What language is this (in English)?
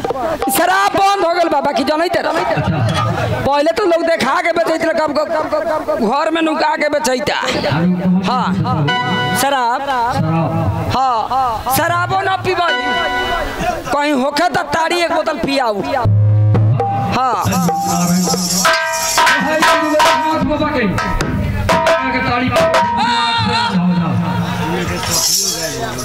Bhojpuri